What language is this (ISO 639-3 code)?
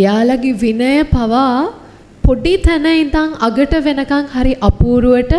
sin